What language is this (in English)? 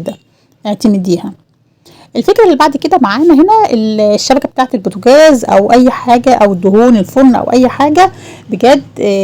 Egyptian Arabic